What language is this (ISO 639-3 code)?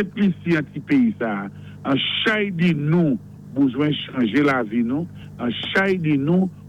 acf